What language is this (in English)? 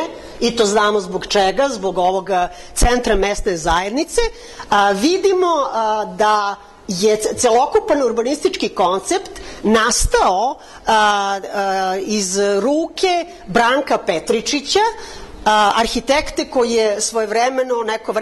Serbian